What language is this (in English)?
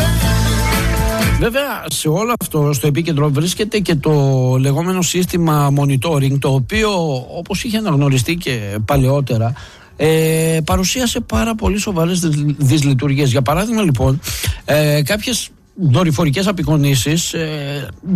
Greek